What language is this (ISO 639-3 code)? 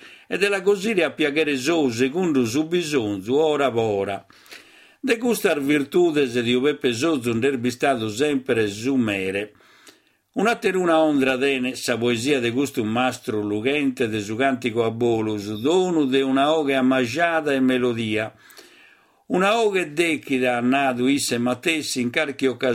srd